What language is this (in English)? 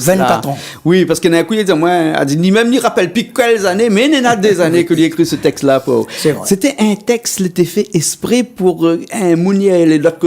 Réunion Creole French